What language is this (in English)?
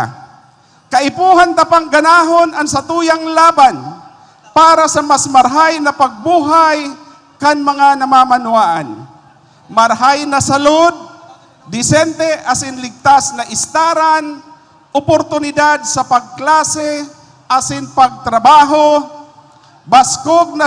Bikol